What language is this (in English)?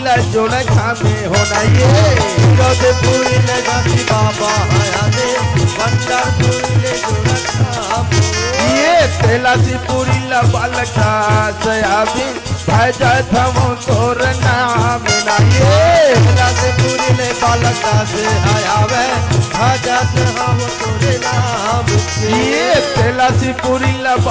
Chhattisgarhi